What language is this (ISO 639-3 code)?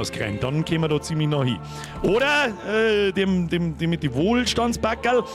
bar